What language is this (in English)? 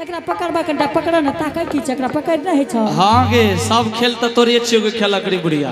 Angika